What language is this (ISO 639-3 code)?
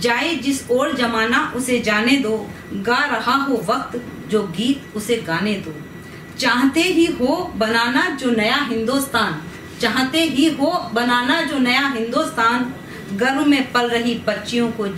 hin